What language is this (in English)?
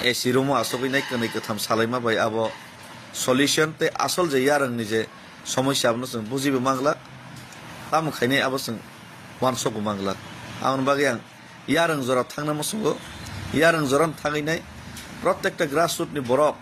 Kok Borok